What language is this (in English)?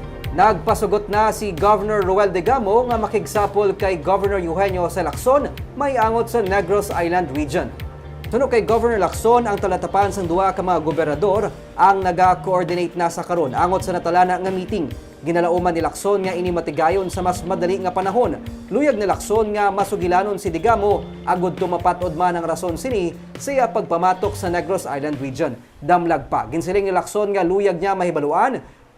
Hiligaynon